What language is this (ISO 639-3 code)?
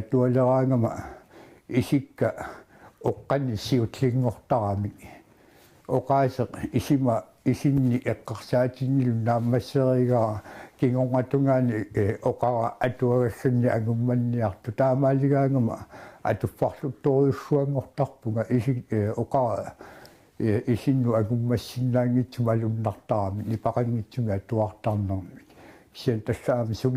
kal